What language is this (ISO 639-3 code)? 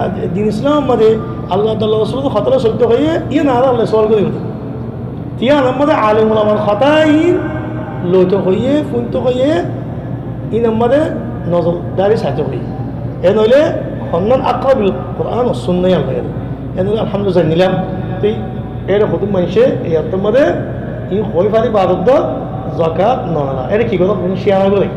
rhg